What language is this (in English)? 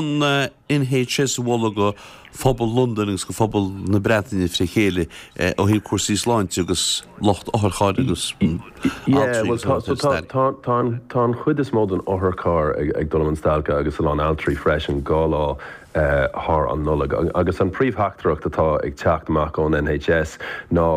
Irish